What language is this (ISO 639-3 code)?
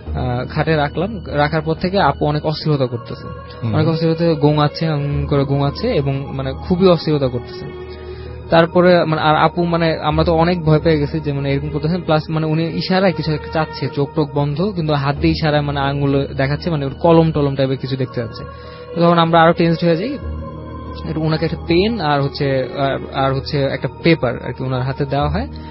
ben